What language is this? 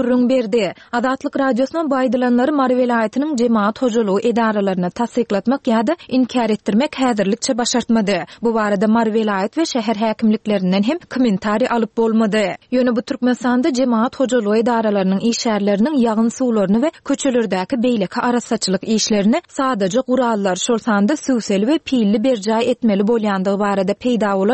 Turkmen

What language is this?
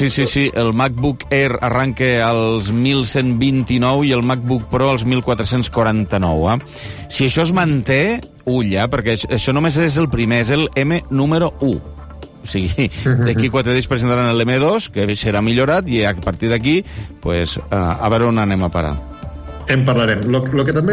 Catalan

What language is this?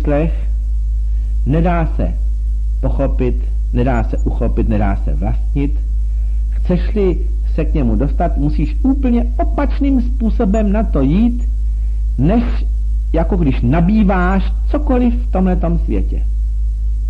Czech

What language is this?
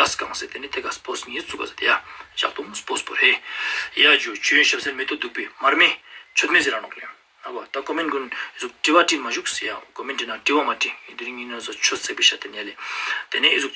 Ladakhi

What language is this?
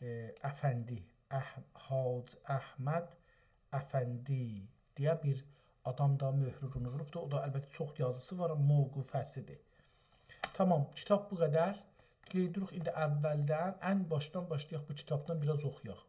South Azerbaijani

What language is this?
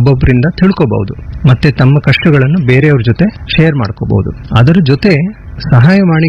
Kannada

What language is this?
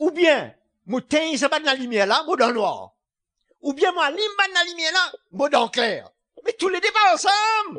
Morisyen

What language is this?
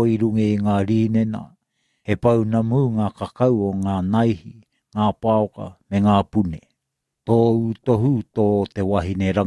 Māori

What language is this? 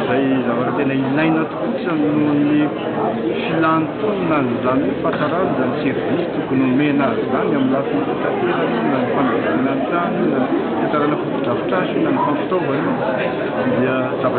Malagasy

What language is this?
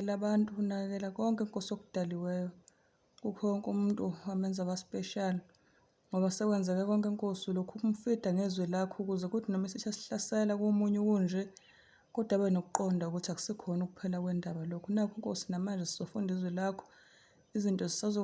Zulu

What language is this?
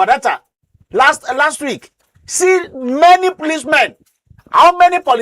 Nigerian Pidgin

